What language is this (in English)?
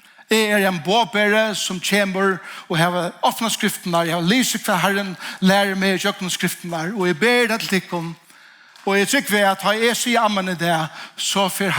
Faroese